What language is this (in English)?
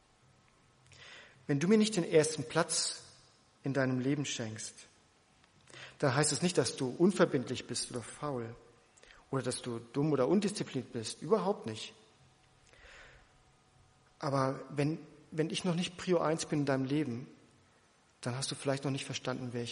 German